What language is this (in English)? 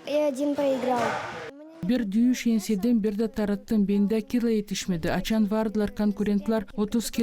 Gagauz